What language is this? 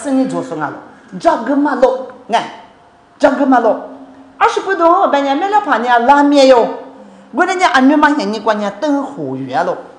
Lisu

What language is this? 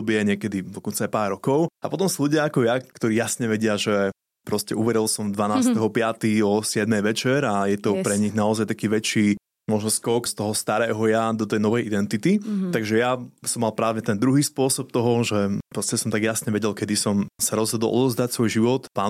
Slovak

